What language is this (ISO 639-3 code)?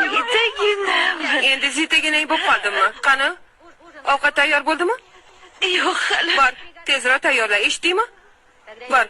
uzb